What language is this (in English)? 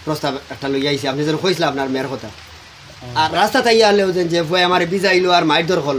Sylheti